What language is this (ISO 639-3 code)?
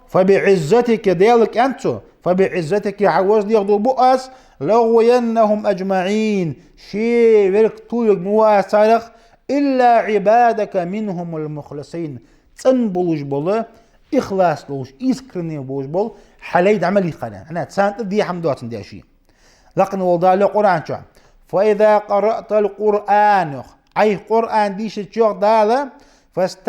inh